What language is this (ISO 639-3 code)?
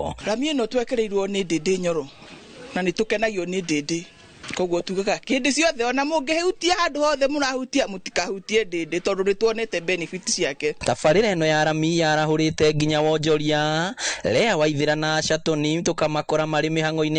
kik